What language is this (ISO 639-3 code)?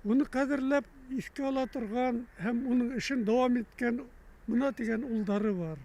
bak